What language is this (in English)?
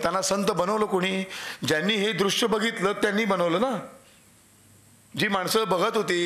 Marathi